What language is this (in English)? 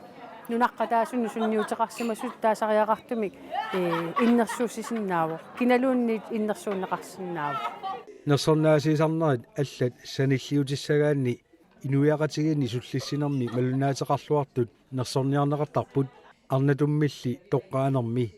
Kalaallisut